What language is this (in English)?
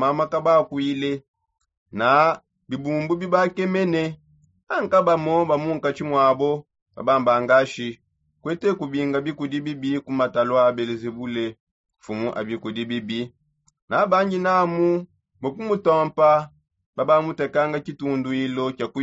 Songe